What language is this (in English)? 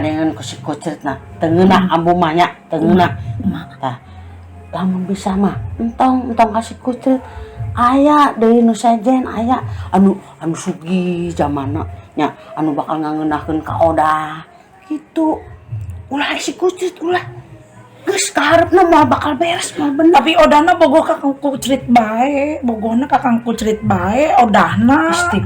Sundanese